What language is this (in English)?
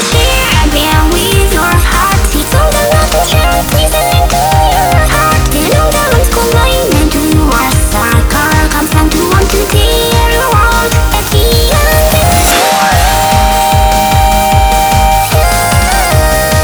English